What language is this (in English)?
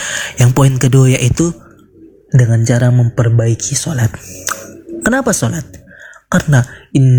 Indonesian